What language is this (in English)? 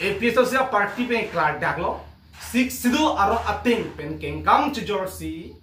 Karbi